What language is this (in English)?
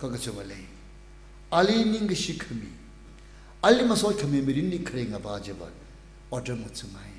Tangkhul Naga (India)